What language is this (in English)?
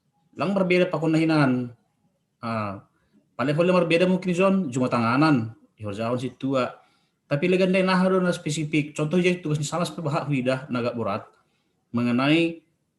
Batak Simalungun